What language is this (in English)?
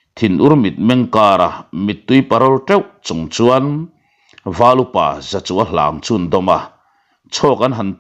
Mizo